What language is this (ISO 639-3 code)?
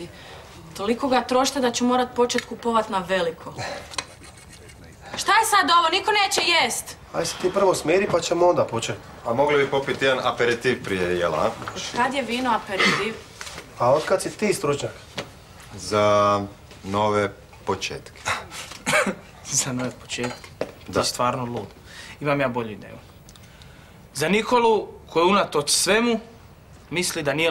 hrv